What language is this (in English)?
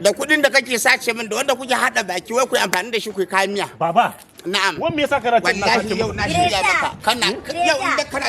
Hausa